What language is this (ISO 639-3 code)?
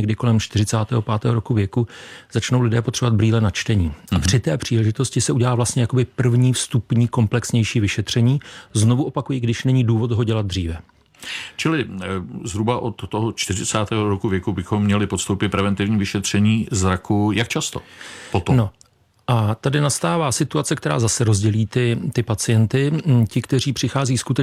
ces